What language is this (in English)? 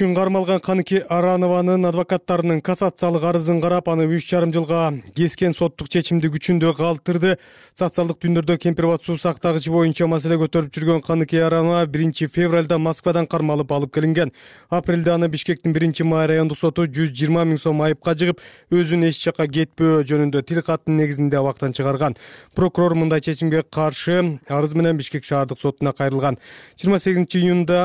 Kyrgyz